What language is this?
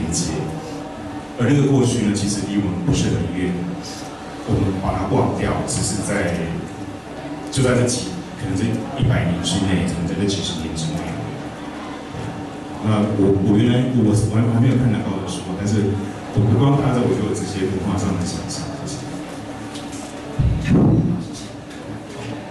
Chinese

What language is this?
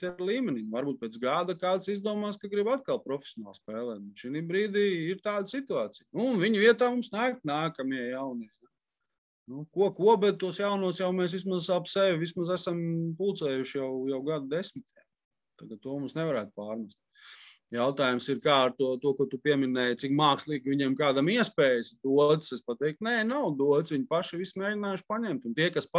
Latvian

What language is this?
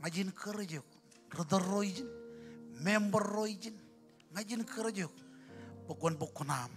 Marshallese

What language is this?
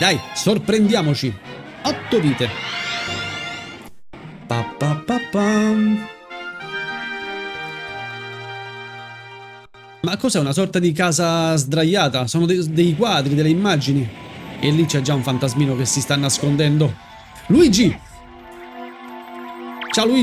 Italian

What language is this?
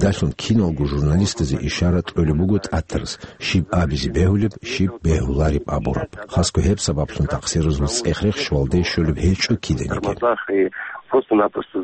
Avaric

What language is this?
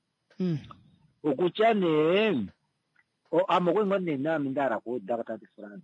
Kuanyama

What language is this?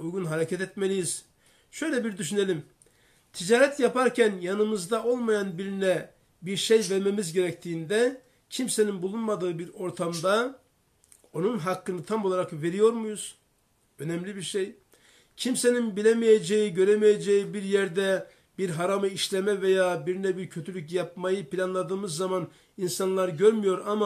Turkish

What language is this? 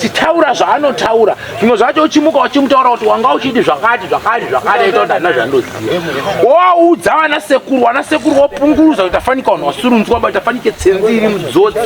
Shona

